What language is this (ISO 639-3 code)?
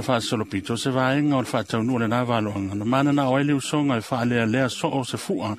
smo